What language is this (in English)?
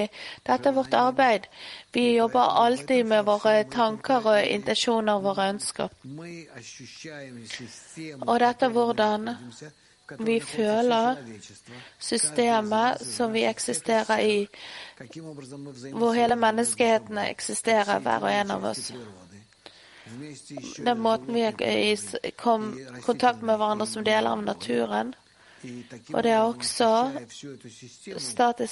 Norwegian